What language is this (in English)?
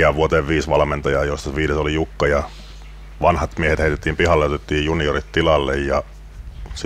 Finnish